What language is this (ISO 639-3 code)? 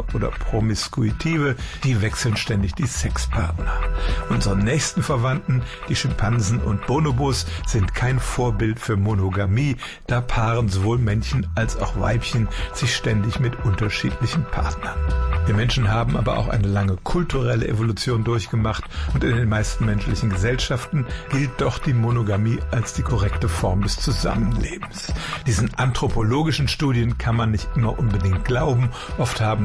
deu